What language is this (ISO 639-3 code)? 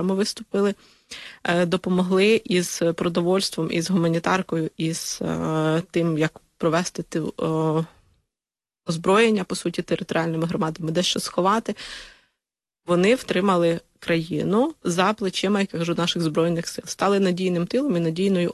ukr